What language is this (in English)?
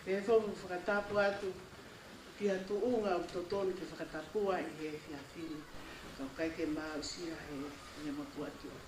Tongan